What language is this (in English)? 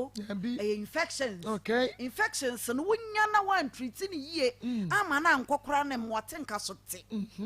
Akan